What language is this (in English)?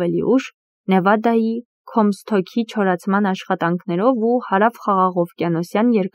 Armenian